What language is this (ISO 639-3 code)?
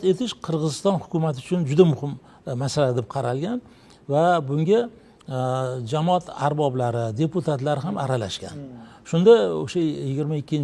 uzb